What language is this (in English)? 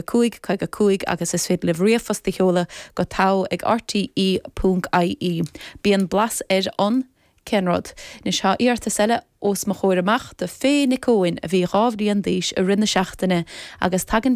Irish